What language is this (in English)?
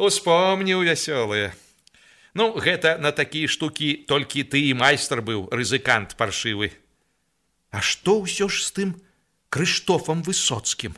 Belarusian